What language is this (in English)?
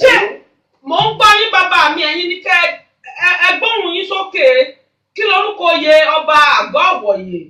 Yoruba